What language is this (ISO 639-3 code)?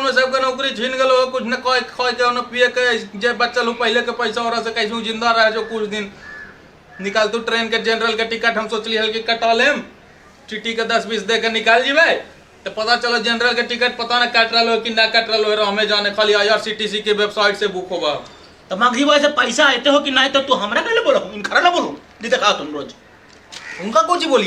mag